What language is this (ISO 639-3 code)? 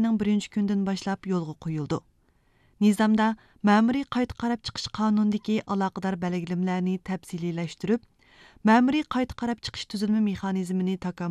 uig